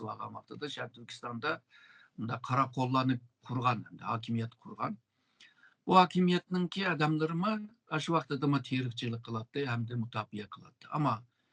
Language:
Uyghur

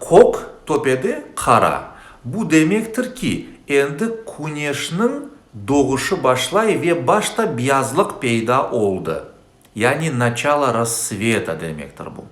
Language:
Crimean Tatar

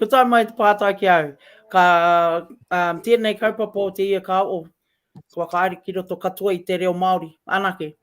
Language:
Māori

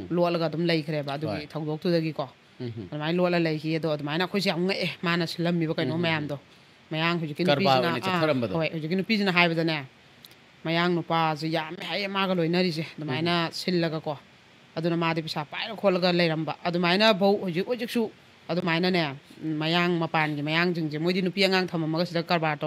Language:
Manipuri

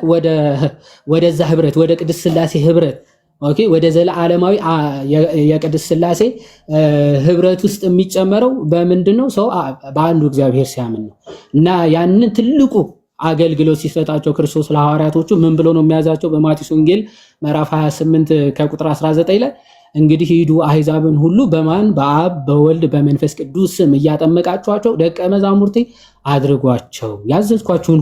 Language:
Amharic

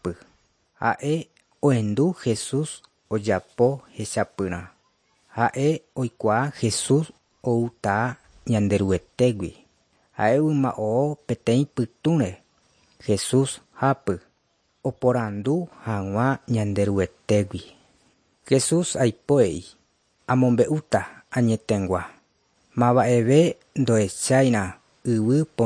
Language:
Guarani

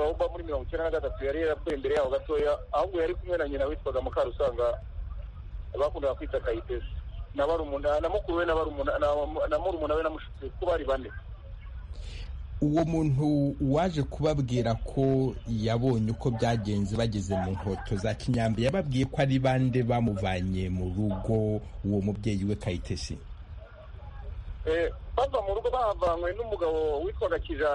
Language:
Kinyarwanda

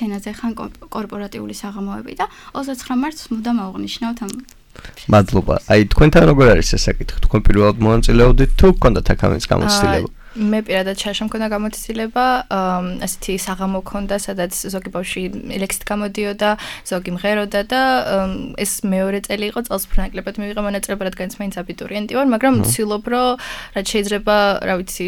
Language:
Georgian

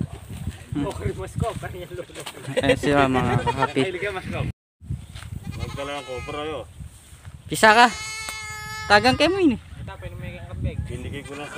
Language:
Filipino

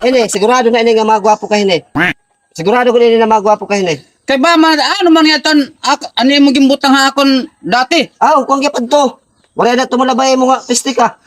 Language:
Waray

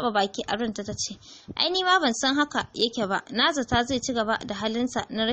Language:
Hausa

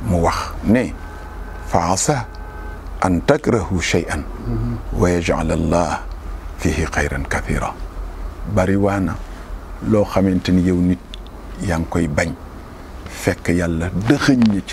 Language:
Wolof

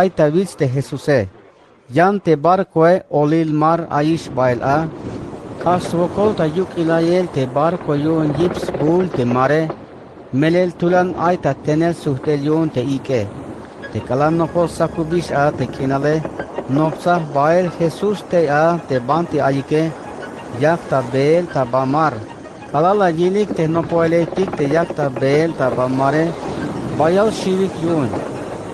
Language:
Tzeltal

